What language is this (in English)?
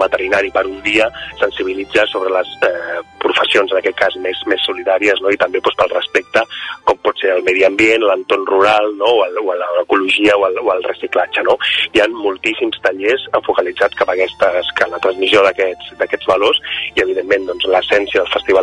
Catalan